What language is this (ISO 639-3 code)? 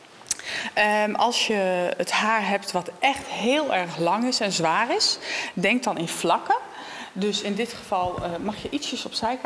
nld